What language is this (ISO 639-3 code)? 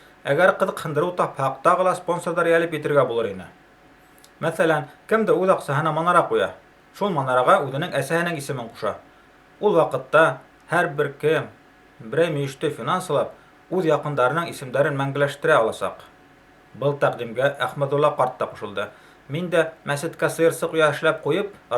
bak